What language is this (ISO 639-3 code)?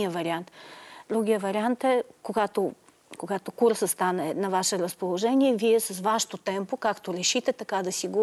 bul